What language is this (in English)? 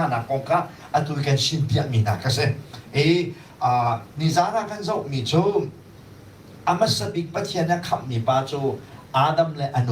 Hakha Chin